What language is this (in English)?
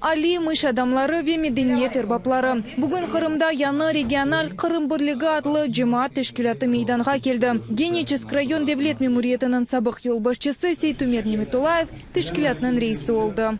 Crimean Tatar